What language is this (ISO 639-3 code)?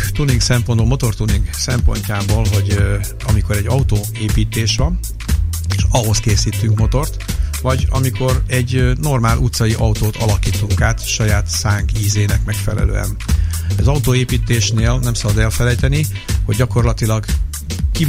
hun